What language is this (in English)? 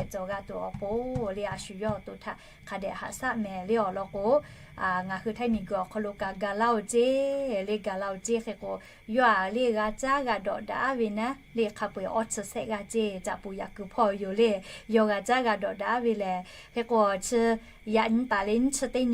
Lahu